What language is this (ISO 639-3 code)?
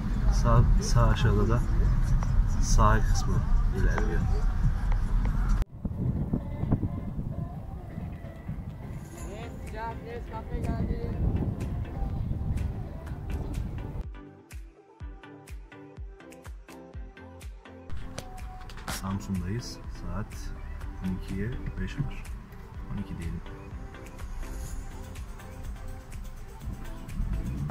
tur